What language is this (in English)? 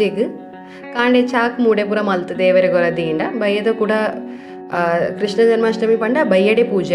Tulu